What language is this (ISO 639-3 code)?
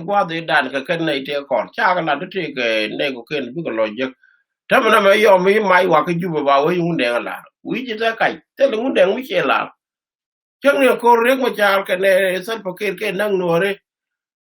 nus